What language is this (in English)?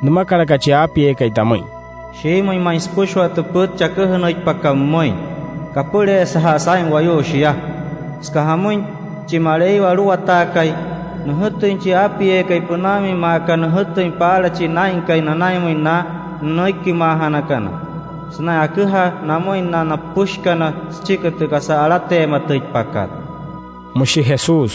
Wayuu